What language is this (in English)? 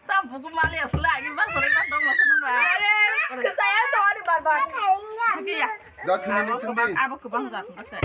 Kok Borok